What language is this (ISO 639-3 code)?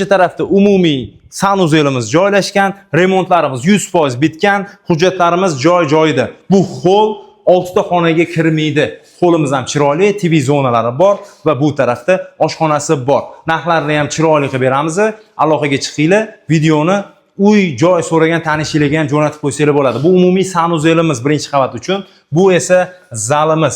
uzb